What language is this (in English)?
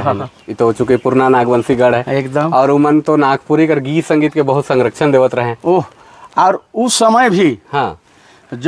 Sadri